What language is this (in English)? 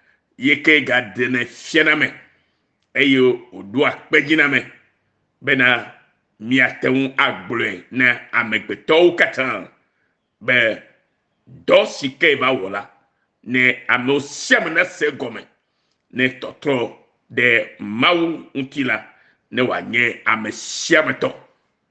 Ewe